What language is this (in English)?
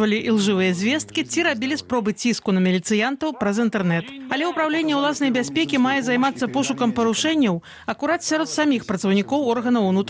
Belarusian